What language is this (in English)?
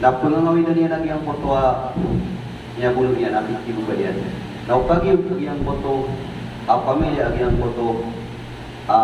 Maranao